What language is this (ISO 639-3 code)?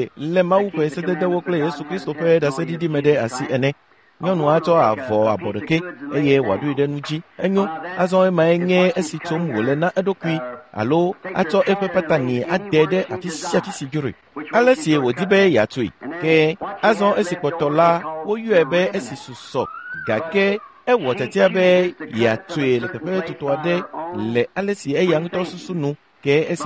ewe